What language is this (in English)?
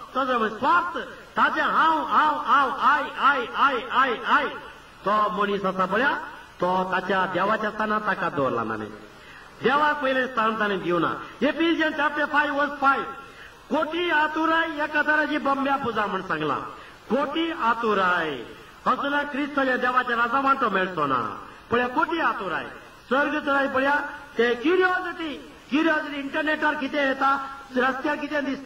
Konkani